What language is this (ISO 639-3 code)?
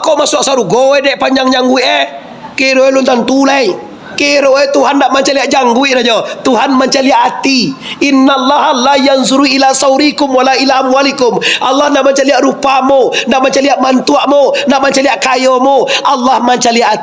min